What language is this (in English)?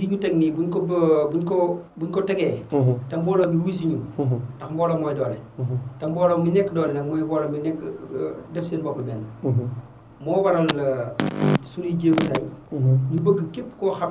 Wolof